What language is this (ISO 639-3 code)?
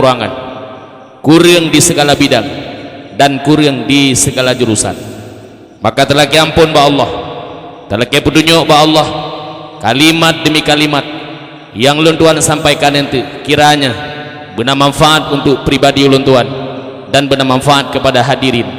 ace